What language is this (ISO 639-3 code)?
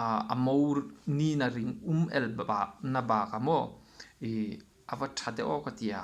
hmr